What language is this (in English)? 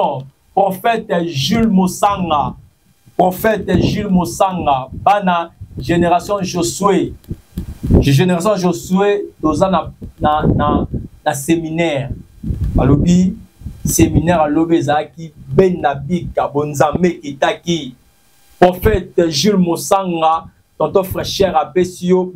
Lingala